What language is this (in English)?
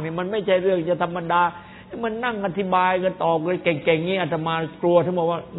Thai